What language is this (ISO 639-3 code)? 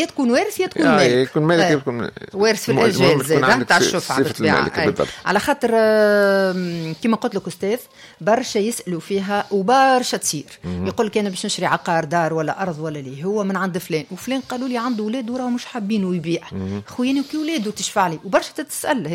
aeb